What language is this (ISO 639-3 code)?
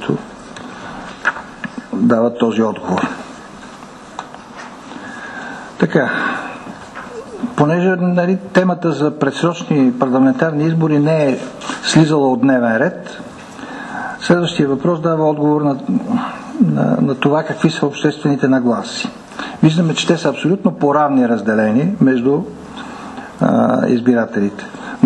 bul